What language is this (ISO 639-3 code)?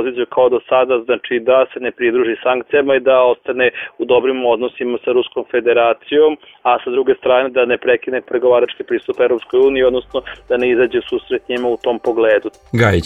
srp